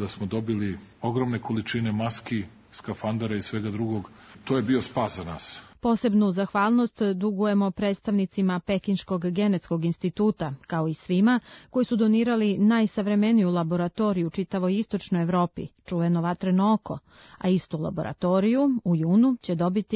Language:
Serbian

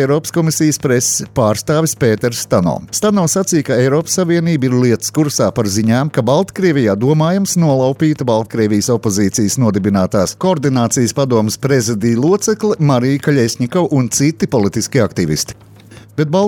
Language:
Latvian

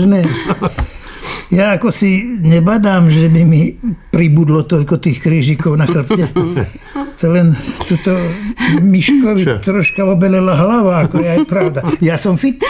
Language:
Slovak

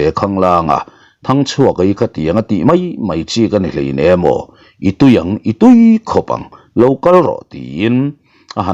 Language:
Mizo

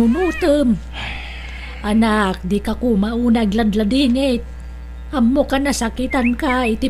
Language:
Iloko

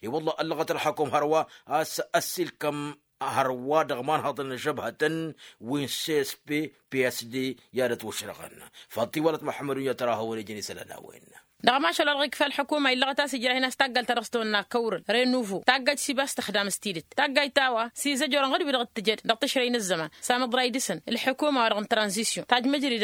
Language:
Tamasheq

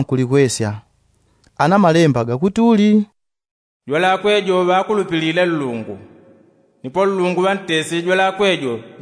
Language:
Yao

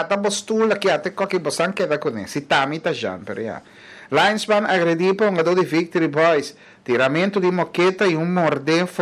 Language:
Papiamento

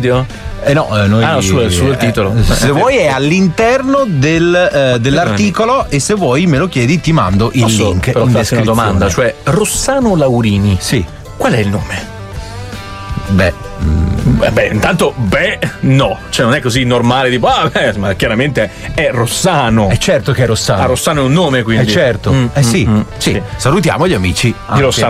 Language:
Italian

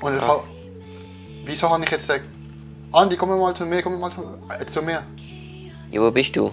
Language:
Swiss German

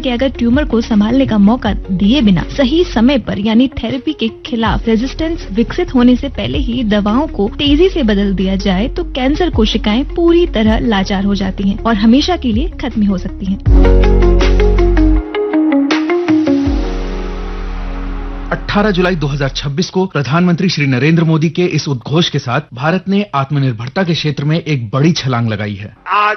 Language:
Hindi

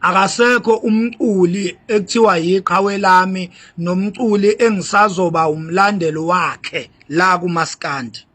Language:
Zulu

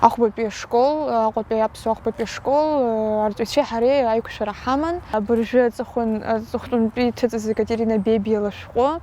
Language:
Abkhazian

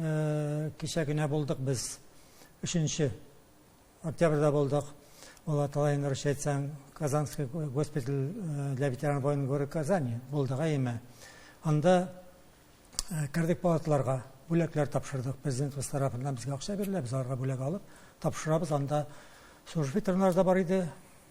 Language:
Tatar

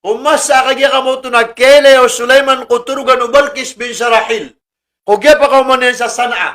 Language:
Maranao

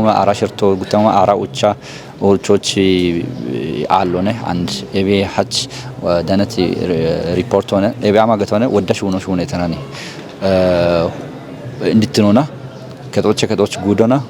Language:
Kafa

